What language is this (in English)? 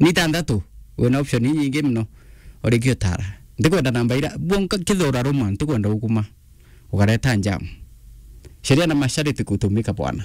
Meru